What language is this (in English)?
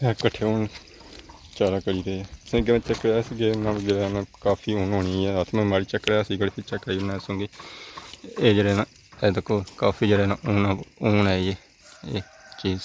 Pahari-Potwari